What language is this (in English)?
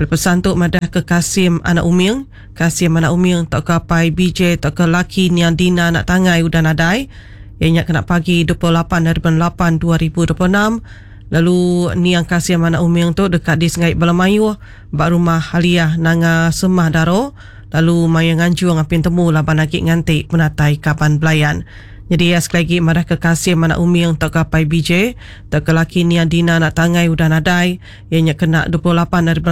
Iban